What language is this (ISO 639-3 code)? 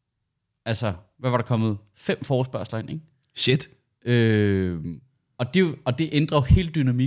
dan